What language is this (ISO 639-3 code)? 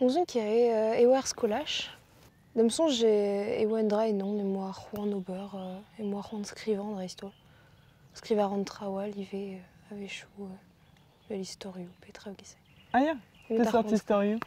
bre